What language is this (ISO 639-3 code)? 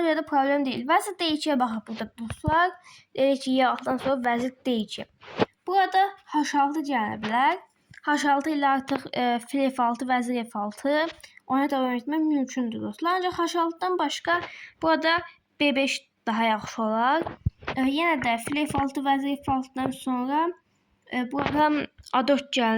aze